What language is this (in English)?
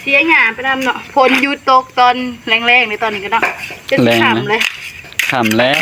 Northeastern Thai